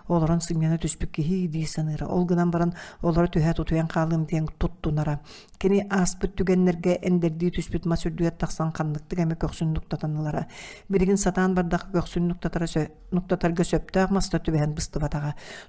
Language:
Yakut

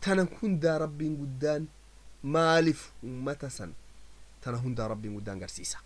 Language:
Oromo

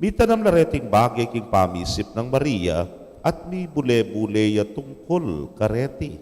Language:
Pampanga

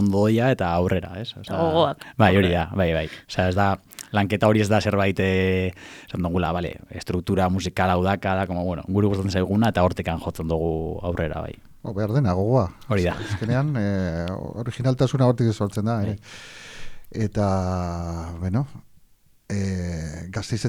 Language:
Basque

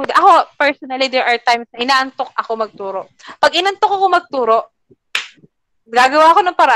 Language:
Filipino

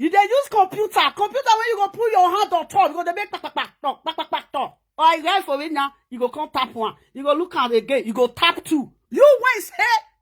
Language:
Nigerian Pidgin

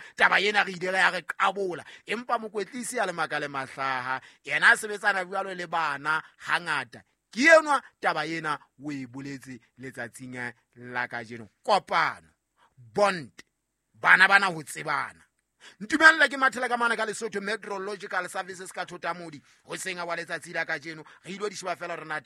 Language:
Southern Sotho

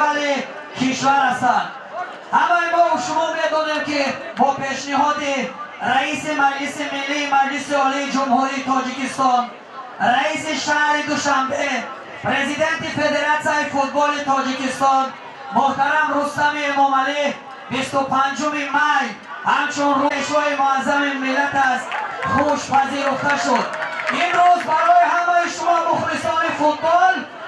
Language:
Tajik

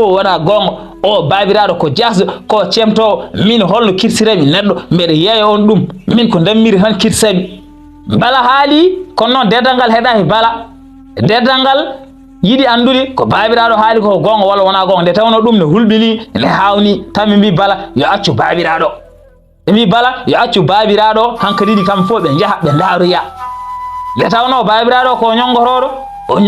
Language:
Fula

